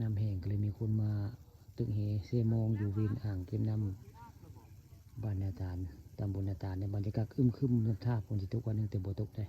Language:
Northeastern Thai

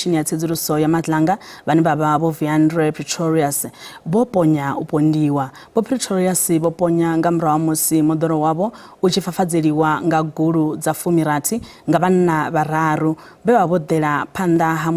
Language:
Venda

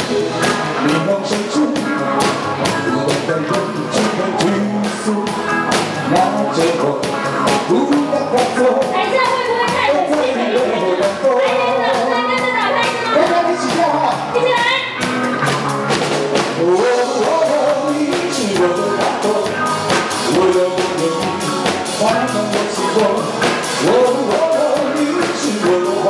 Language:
Chinese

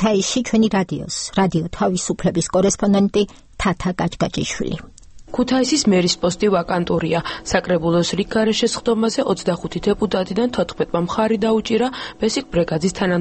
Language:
Georgian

